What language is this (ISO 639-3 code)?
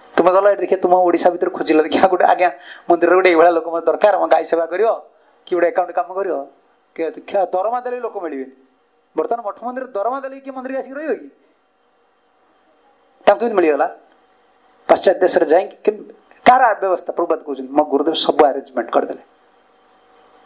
ori